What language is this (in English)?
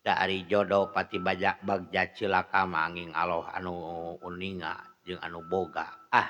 Sundanese